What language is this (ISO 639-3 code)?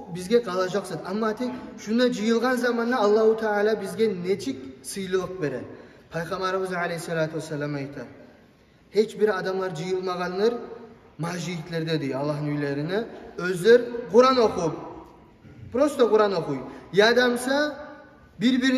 kum